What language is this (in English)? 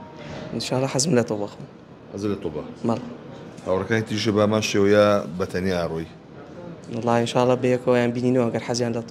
Central Kurdish